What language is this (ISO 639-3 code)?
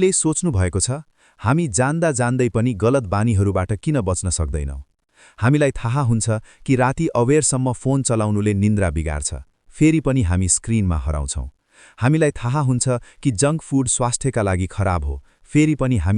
nep